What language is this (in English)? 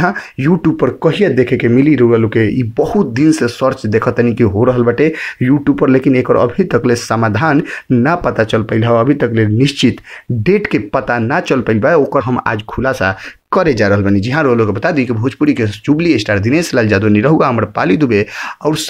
Bhojpuri